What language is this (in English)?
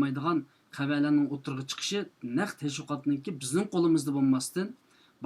Uyghur